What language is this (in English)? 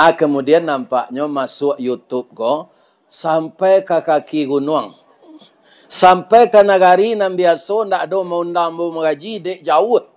Minangkabau